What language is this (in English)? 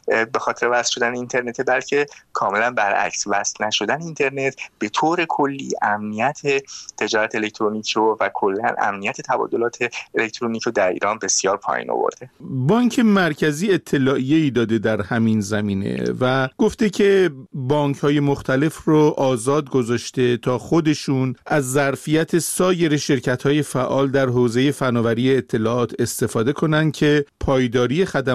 Persian